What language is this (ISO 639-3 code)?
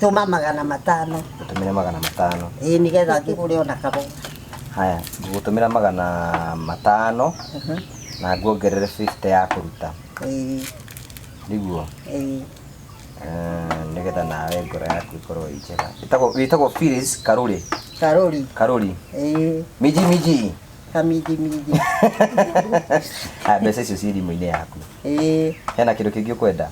kik